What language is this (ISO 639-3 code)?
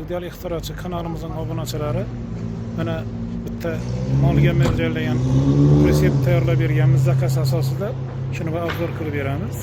uzb